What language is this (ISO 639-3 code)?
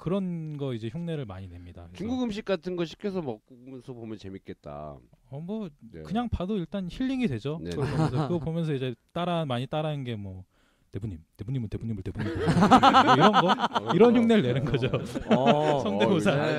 kor